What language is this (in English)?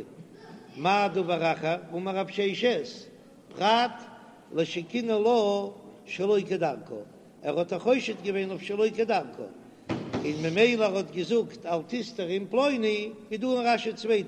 Yiddish